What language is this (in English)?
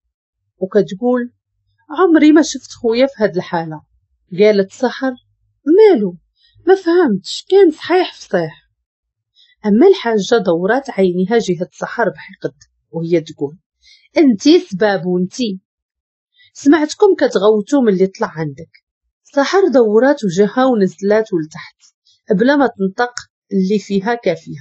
Moroccan Arabic